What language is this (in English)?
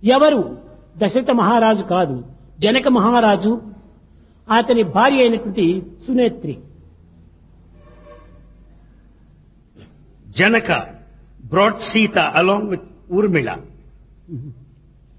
Telugu